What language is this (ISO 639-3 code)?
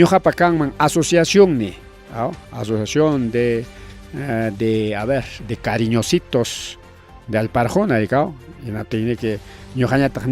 quy